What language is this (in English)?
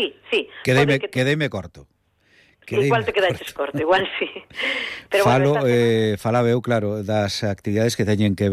Galician